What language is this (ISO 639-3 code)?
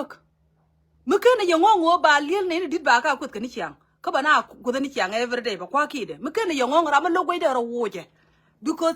nus